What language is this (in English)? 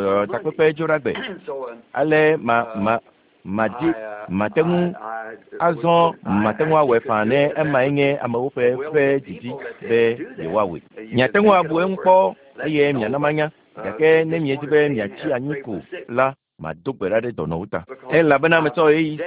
Ewe